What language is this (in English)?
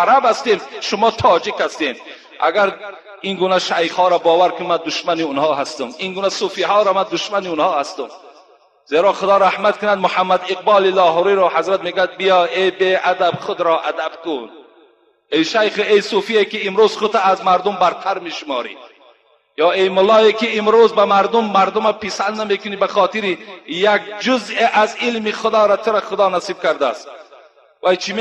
Tajik